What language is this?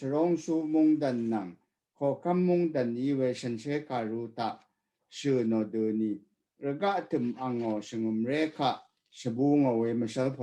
Rawang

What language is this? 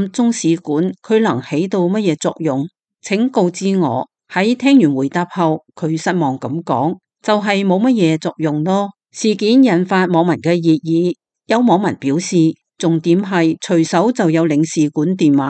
Cantonese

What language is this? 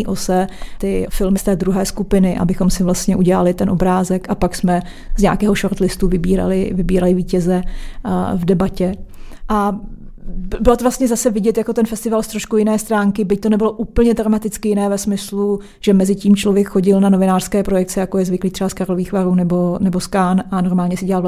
Czech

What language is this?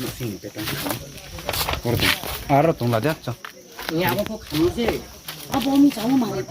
Riang (India)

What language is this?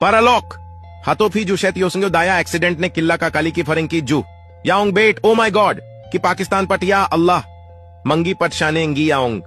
Khasi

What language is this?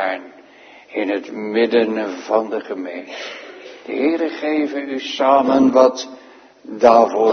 Dutch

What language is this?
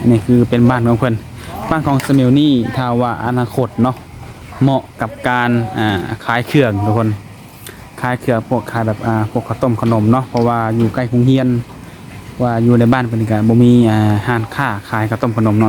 Lao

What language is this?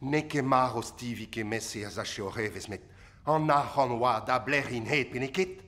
Breton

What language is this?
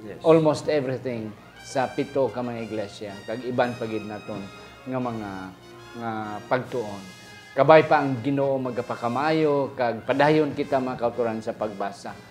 Hiligaynon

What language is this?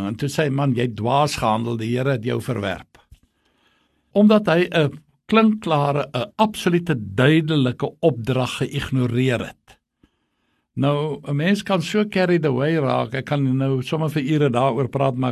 Afrikaans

